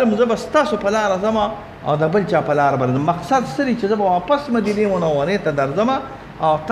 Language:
Pashto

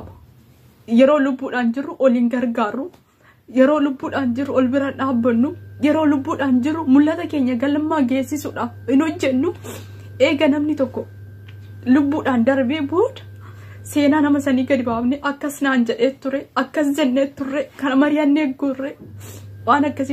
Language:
Oromo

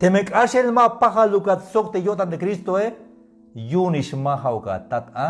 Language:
Tzeltal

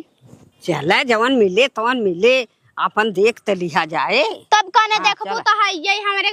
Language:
Awadhi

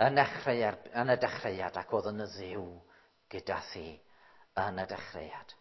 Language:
Welsh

